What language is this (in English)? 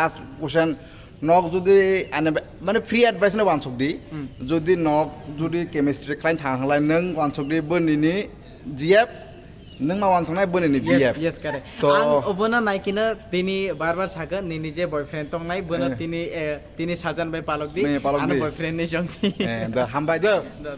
Kok Borok